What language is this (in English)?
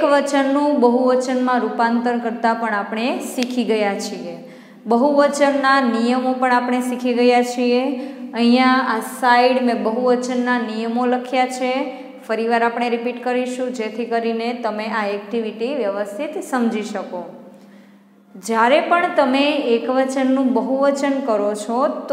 Gujarati